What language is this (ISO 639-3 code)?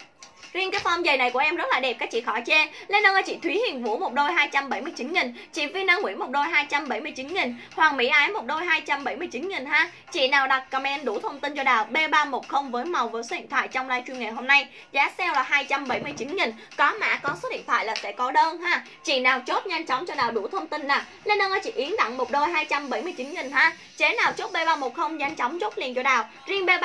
vie